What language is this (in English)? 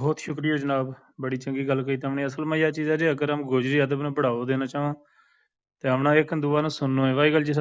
Gujari